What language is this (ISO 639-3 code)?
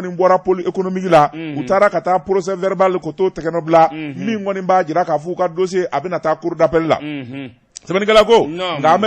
bam